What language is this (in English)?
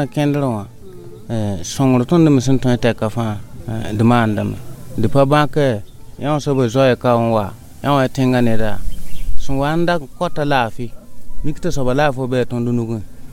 Mossi